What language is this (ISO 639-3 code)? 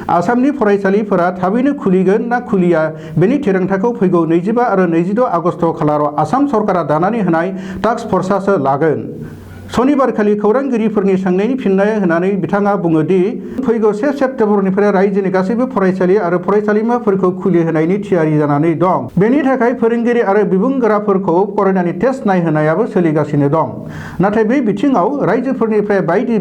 brx